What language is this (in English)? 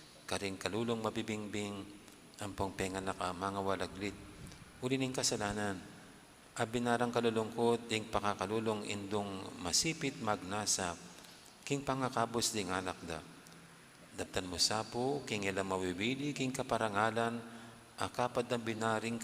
Pampanga